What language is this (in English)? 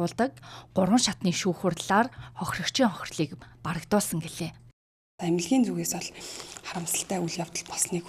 Mongolian